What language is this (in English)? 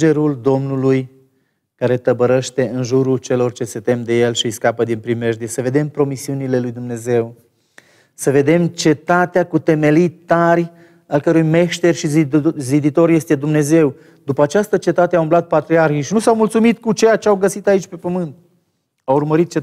Romanian